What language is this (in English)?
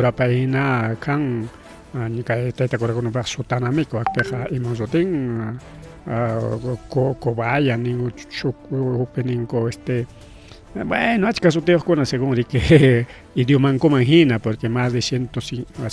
Ayacucho Quechua